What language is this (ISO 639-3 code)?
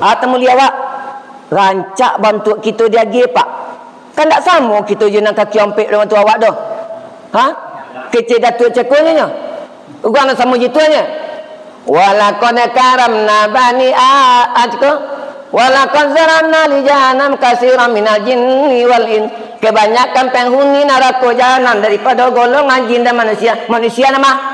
min